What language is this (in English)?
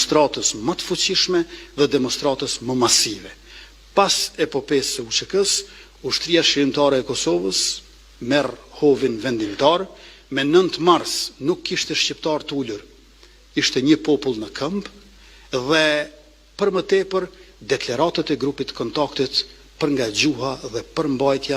Albanian